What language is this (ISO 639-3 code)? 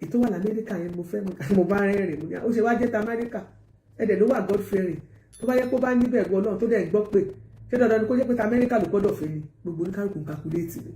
yor